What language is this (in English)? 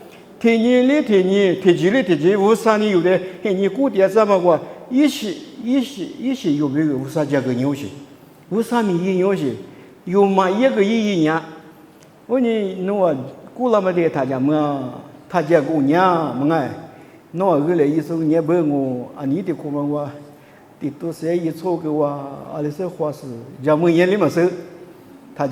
Lisu